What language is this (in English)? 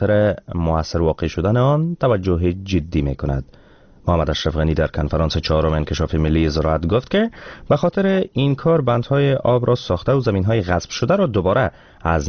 Persian